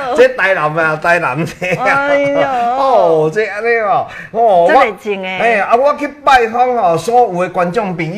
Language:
Min Nan Chinese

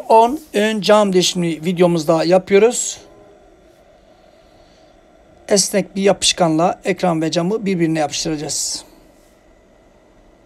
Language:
Turkish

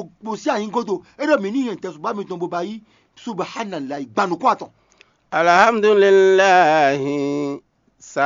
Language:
Fon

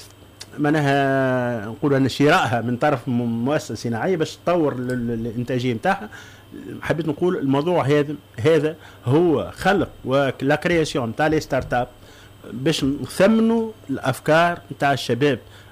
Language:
Tunisian Arabic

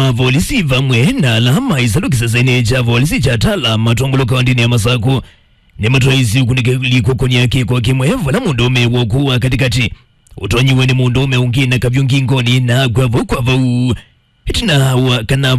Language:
Kamba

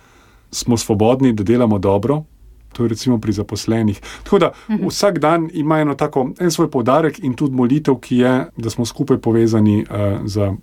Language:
Slovenian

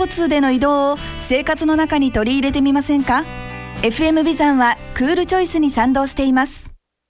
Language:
Japanese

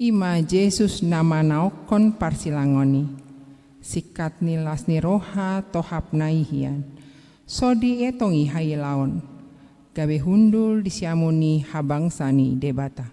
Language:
Batak Toba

